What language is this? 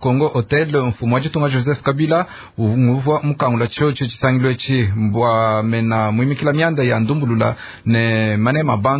Luba-Lulua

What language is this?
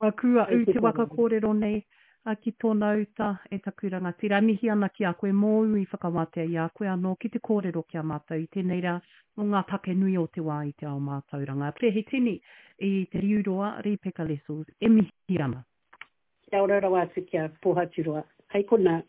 Māori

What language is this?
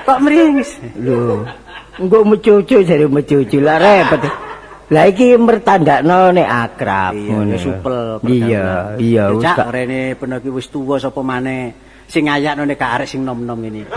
Javanese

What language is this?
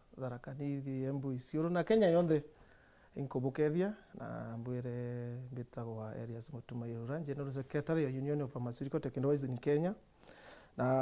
Meru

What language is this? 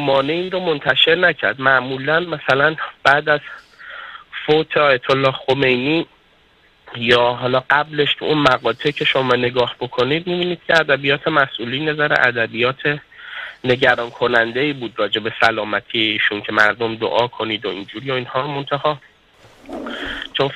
Persian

